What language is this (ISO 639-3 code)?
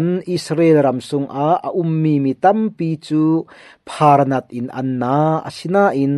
cfm